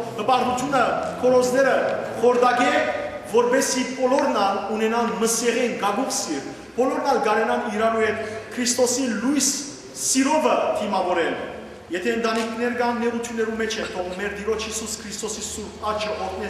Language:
Western Armenian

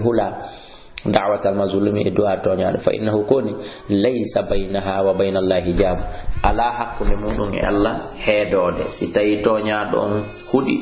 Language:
Fula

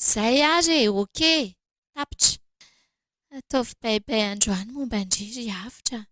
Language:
Malagasy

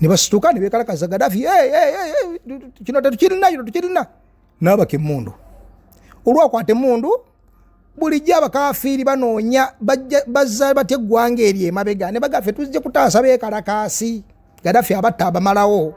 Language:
Ganda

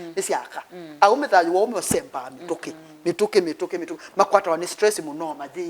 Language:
Kamba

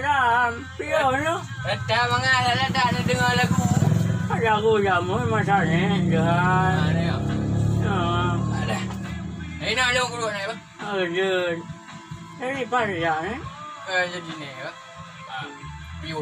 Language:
Achinese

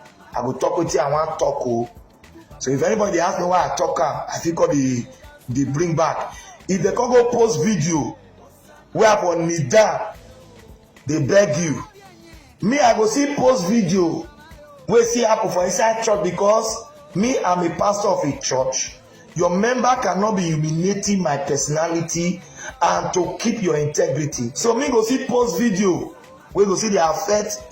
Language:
Nigerian Pidgin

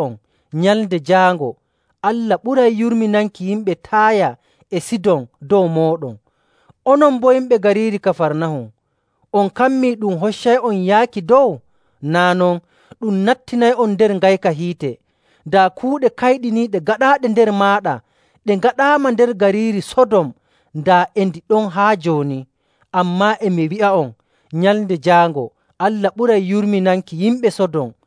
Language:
Nigerian Fulfulde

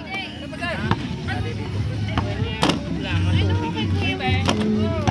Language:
Filipino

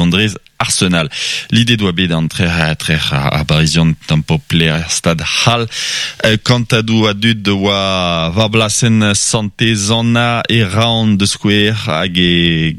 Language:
Breton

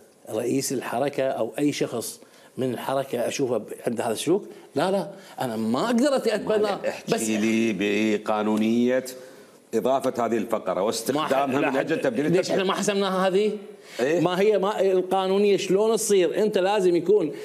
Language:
Mesopotamian Arabic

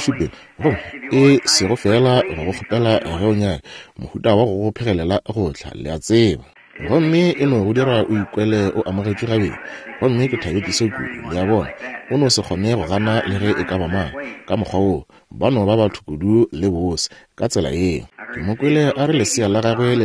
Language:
Northern Sotho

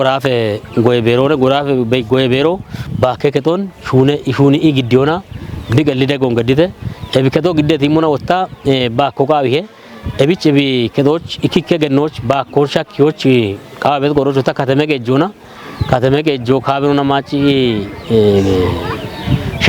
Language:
Kafa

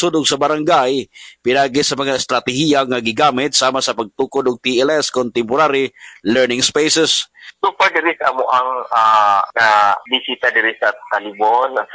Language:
Cebuano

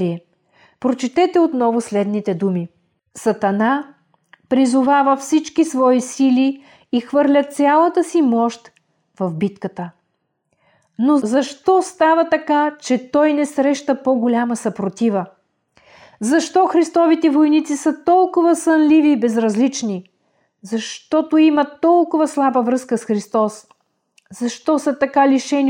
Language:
Bulgarian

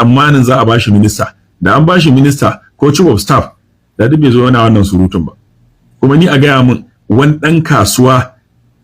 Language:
Hausa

